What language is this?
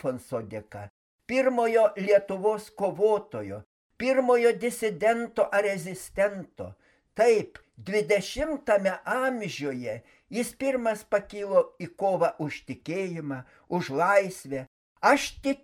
Lithuanian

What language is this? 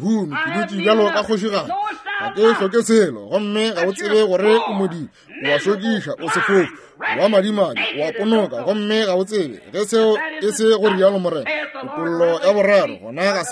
Northern Sotho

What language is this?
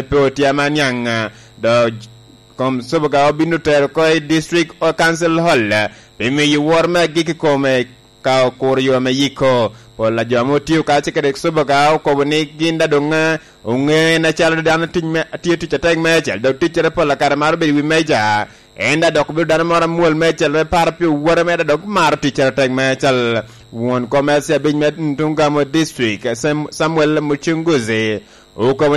Lango (Uganda)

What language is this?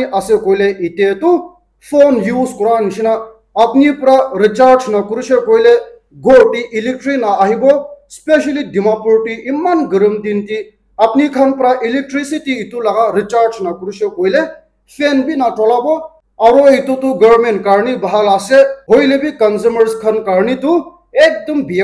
Naga Pidgin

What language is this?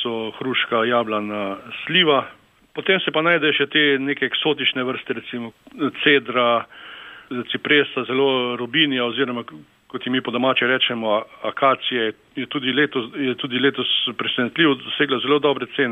Slovenian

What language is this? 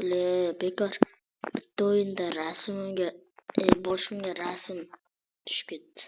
Uzbek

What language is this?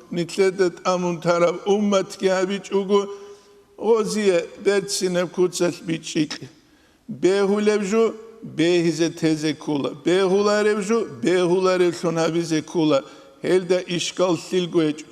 Avaric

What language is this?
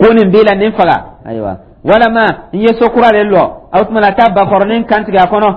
Dyula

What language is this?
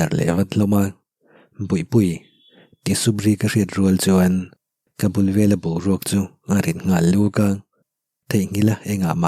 Mizo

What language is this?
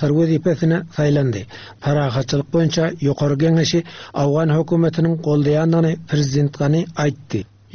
Turkmen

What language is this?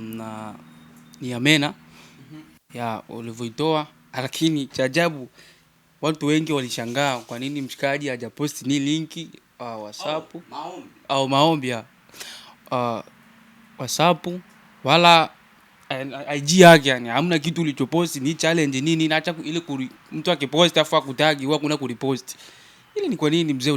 Swahili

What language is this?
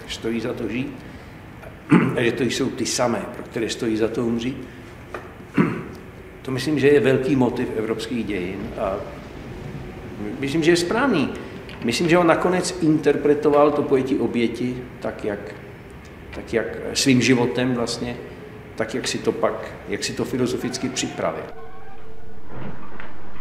Czech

